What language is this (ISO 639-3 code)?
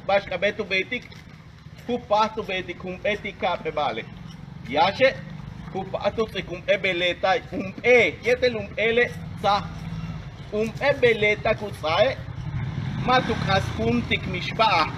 yua